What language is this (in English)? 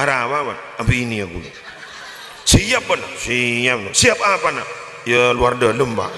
Madurese